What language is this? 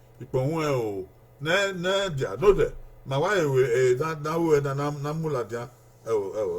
Bini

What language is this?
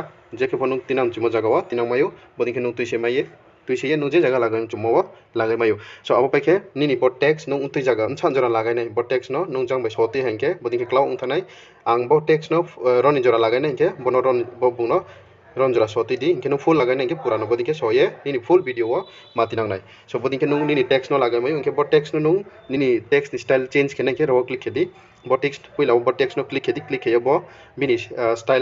Riang (India)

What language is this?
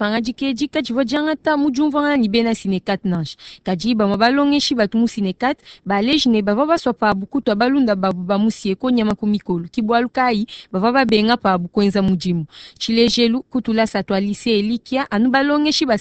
Luba-Lulua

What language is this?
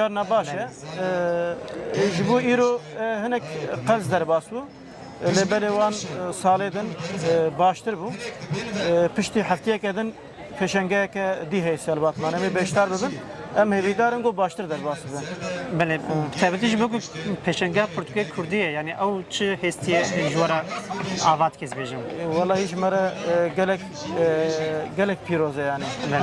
Kurdish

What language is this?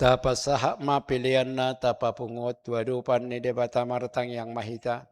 Batak Toba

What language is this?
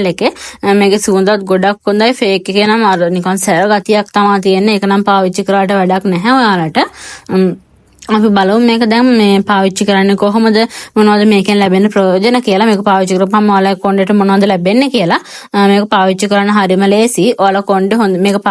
Sinhala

